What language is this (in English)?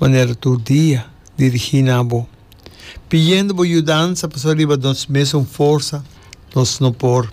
Papiamento